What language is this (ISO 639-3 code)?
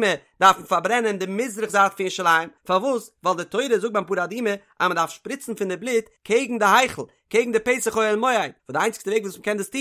yid